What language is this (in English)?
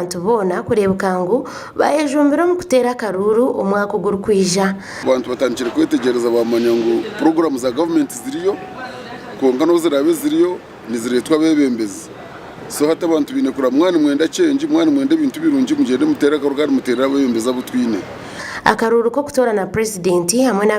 Nyankole